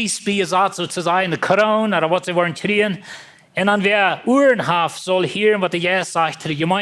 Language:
Plautdietsch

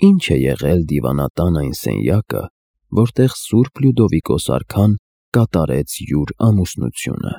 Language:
Armenian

